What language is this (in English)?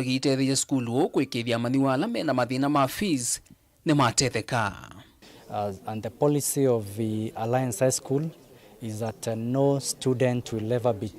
Kamba